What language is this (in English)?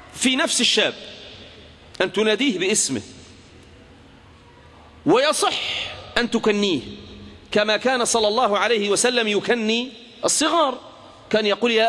Arabic